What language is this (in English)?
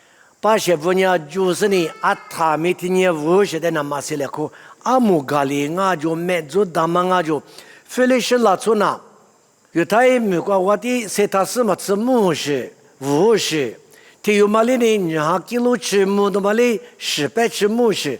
Lisu